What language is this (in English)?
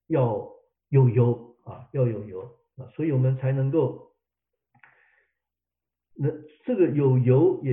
Chinese